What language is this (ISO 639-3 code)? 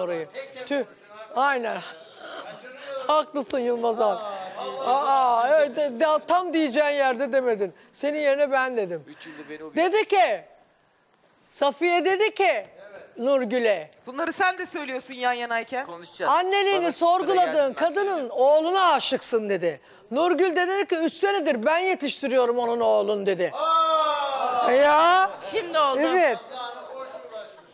tur